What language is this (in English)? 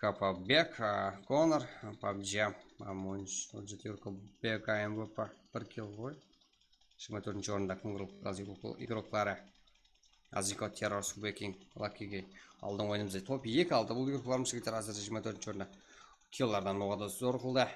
Kara-Kalpak